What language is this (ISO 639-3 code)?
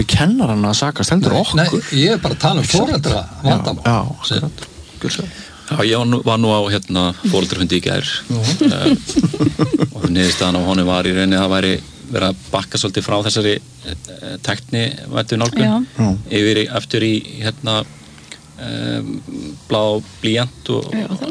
isl